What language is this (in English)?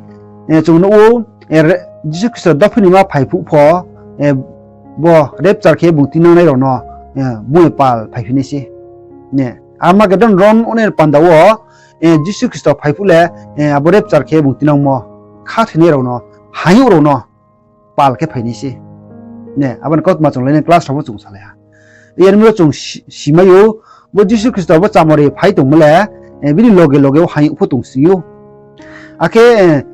Riang (India)